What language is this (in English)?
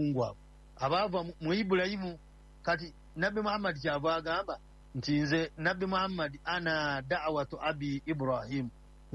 Ganda